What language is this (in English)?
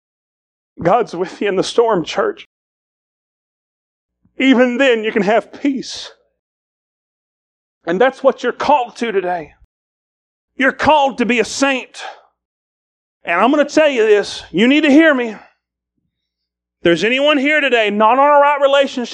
English